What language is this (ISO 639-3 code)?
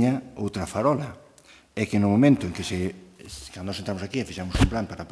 glg